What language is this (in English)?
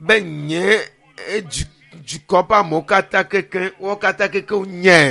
Ewe